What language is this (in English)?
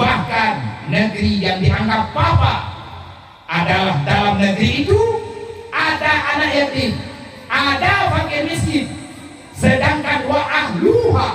Achinese